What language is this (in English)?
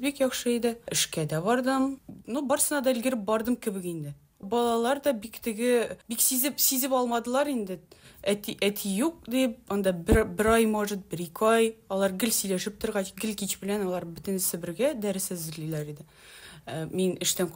Tatar